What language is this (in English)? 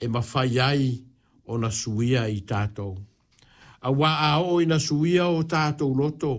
Samoan